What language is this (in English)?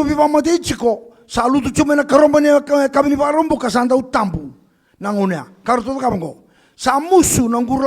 Fijian